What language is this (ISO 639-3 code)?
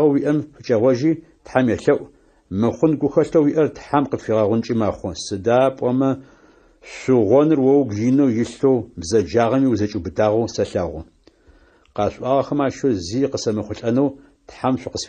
ady